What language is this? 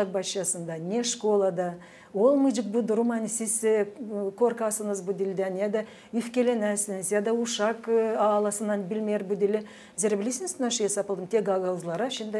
Gagauz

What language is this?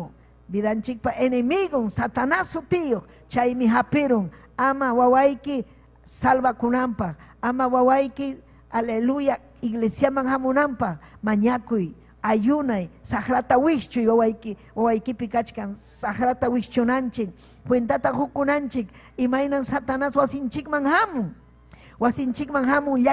Ayacucho Quechua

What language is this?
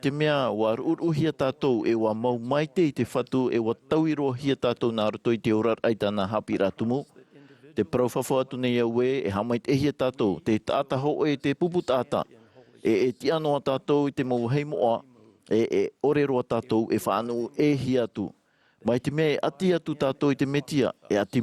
Tahitian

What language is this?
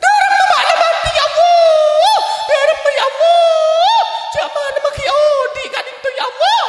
Madurese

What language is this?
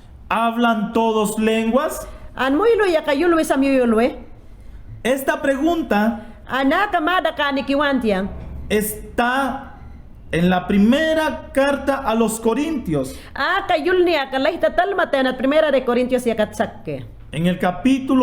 Mayangna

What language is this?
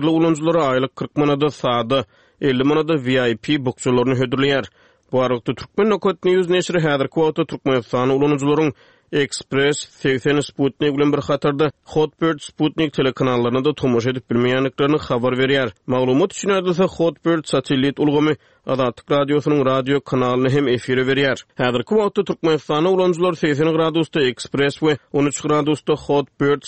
Turkmen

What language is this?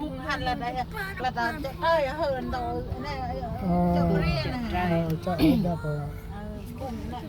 Central Mnong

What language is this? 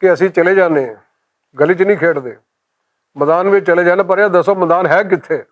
Western Panjabi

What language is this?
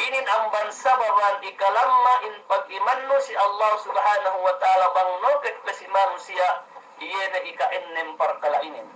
Yakan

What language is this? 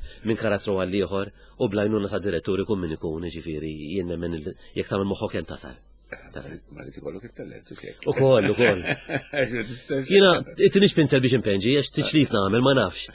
Maltese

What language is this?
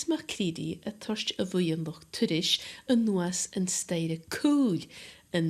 Scottish Gaelic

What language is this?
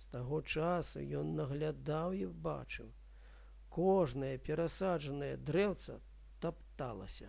Belarusian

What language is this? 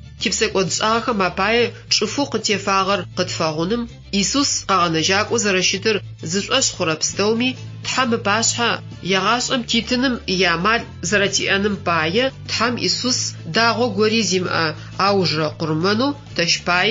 Adyghe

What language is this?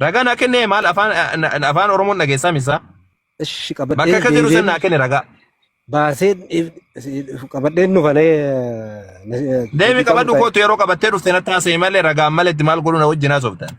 Oromo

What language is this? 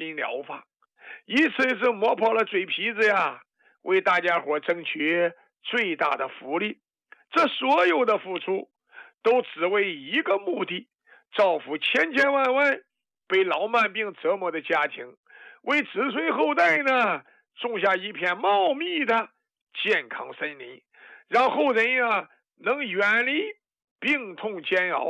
Chinese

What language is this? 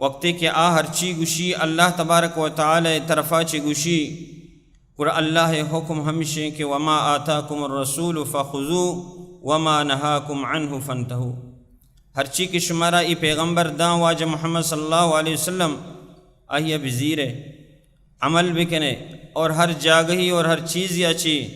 Baluchi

